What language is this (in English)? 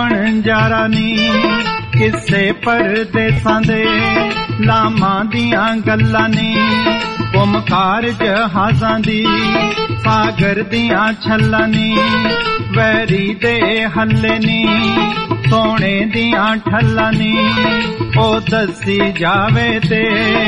Punjabi